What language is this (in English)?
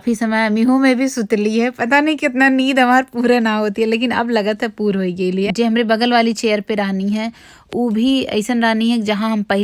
Bhojpuri